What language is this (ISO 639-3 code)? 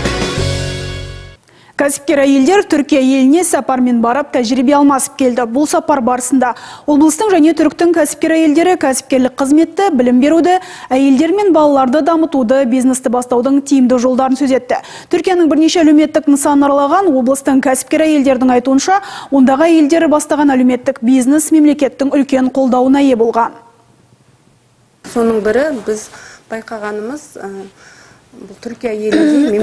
kaz